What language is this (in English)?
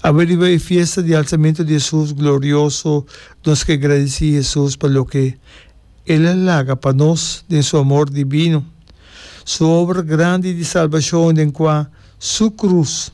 Papiamento